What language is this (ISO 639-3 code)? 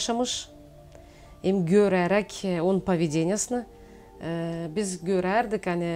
gag